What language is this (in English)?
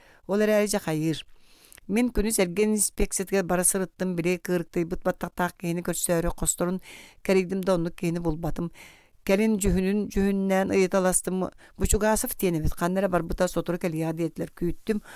Yakut